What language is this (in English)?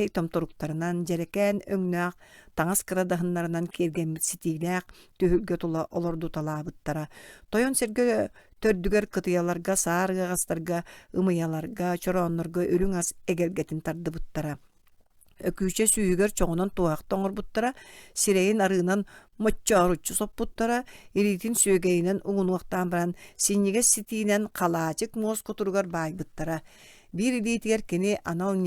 Yakut